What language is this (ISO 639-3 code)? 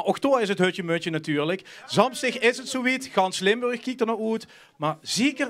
lim